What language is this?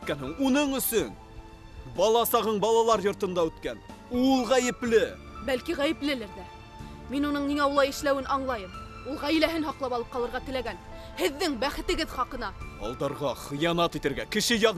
Bashkir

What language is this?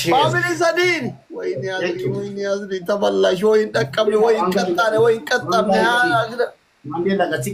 Oromo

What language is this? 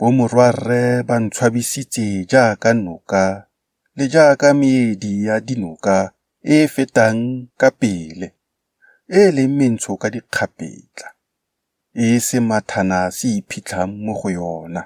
Tswana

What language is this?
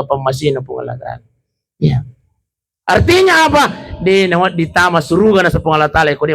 Buginese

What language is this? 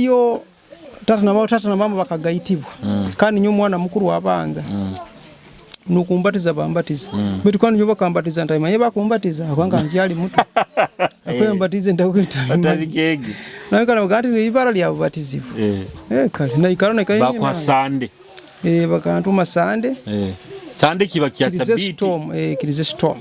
Nyoro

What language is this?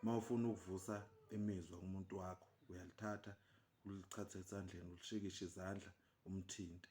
Zulu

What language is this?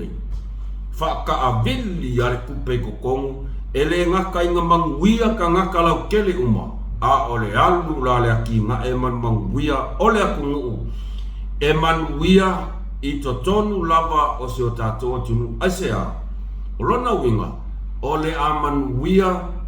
Samoan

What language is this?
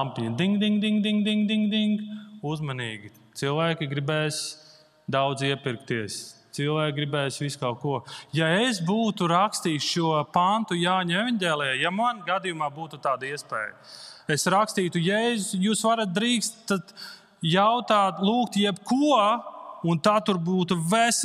Latvian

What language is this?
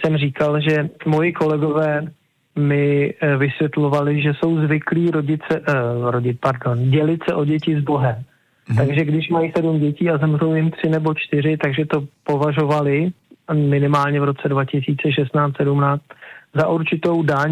Czech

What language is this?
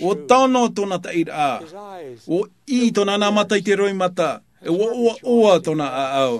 Tahitian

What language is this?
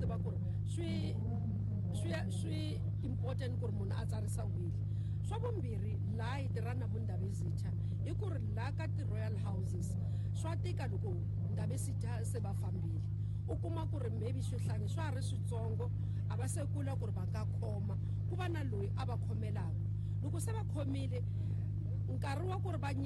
Tsonga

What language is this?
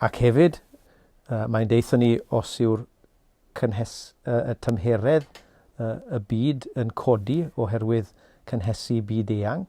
Welsh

